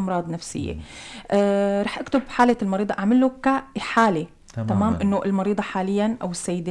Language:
North Levantine Arabic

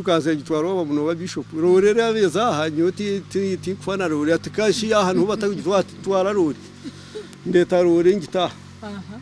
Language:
Nyankole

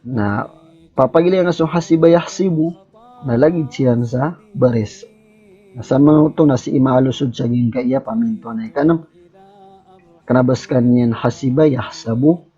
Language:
Maranao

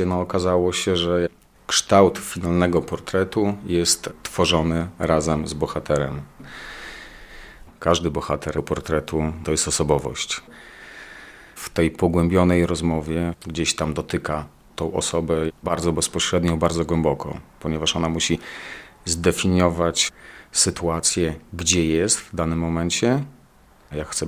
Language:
Polish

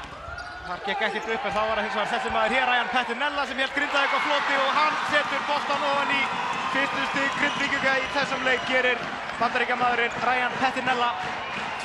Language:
Icelandic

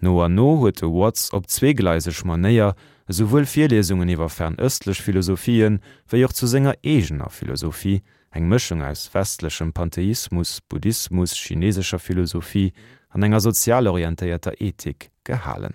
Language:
Luxembourgish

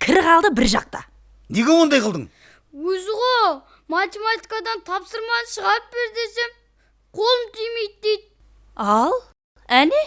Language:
Kara-Kalpak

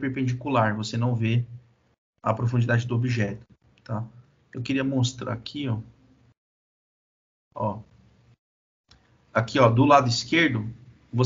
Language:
Portuguese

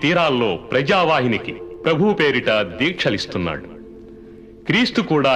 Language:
Telugu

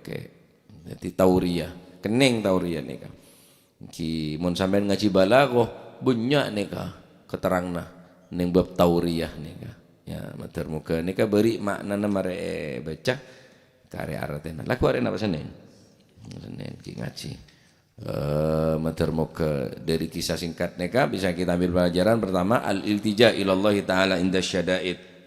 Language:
Madurese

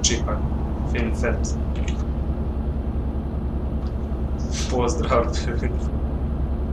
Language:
Croatian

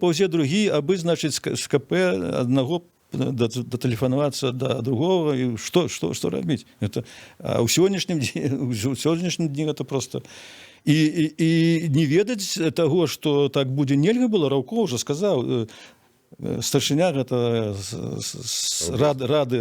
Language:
Belarusian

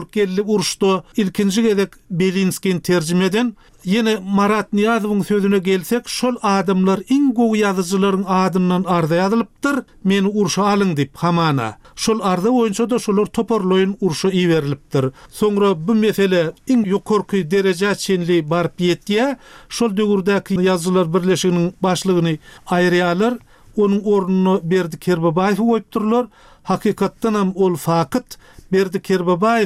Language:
Turkmen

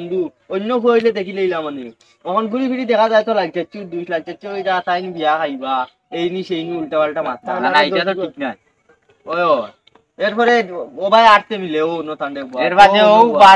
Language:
Sylheti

